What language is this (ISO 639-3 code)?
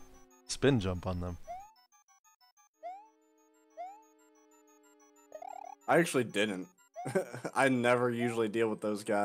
eng